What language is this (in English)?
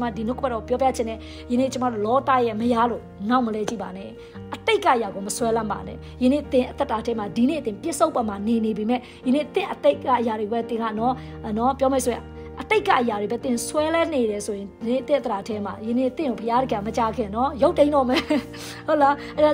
Burmese